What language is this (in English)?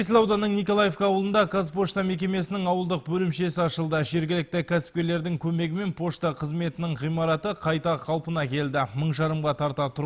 Kazakh